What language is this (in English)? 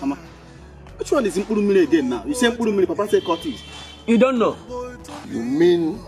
Nigerian Pidgin